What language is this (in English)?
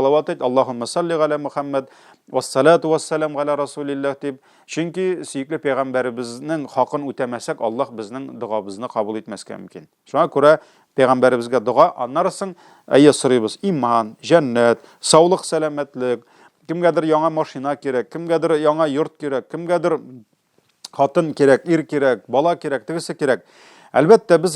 Tatar